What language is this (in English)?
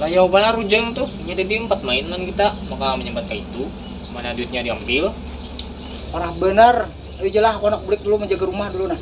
Banjar